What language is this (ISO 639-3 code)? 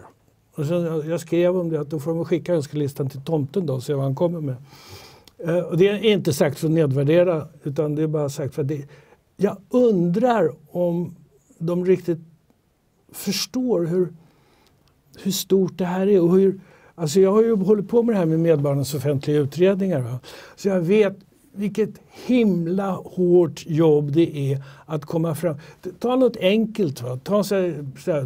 swe